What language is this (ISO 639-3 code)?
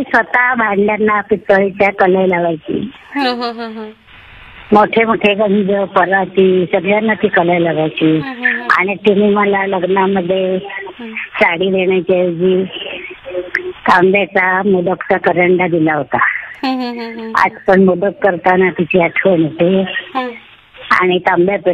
mar